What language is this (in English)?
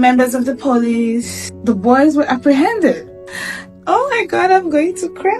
Nigerian Pidgin